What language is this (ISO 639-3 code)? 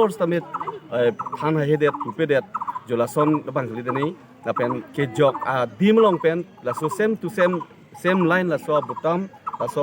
mjw